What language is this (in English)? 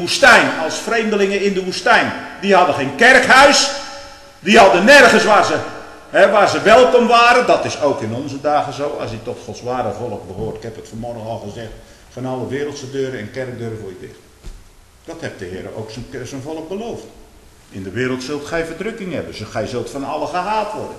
Dutch